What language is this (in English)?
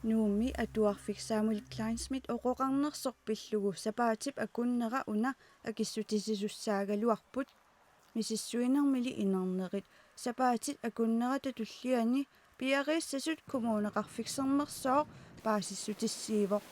Kalaallisut